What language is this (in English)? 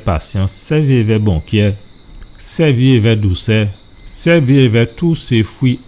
Guadeloupean Creole French